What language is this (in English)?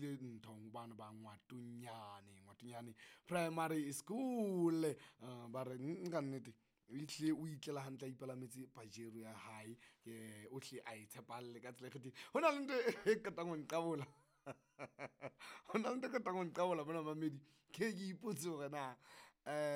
Southern Sotho